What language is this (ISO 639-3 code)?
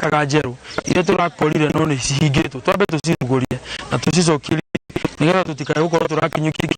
kik